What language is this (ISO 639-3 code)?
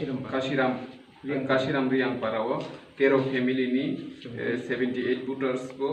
trp